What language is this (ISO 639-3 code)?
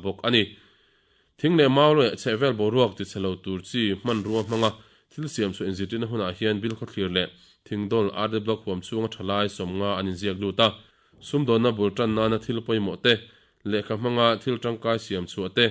lus